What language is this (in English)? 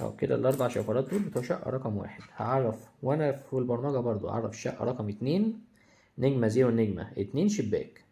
Egyptian Arabic